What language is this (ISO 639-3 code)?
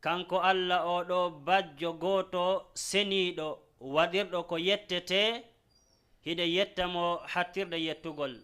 ful